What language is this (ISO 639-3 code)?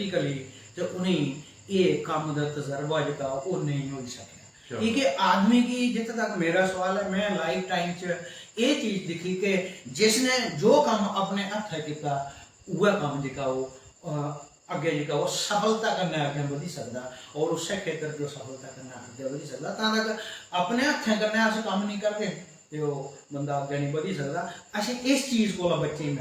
doi